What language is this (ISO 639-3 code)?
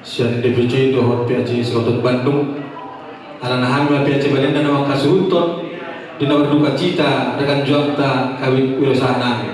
bbc